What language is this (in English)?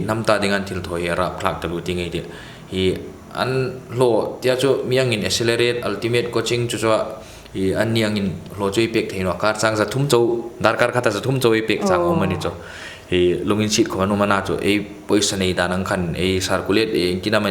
Hmar